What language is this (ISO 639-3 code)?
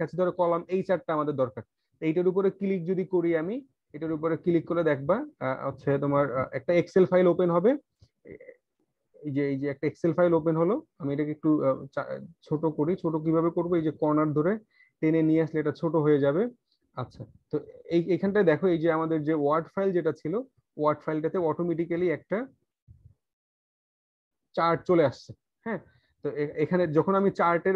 ben